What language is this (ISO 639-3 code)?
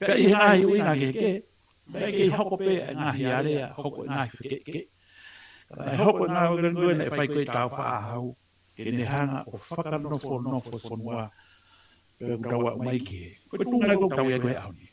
ton